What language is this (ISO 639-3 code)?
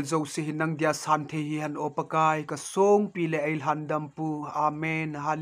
tcz